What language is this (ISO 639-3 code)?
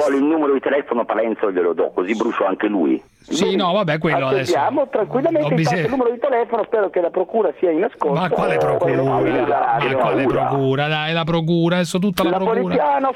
ita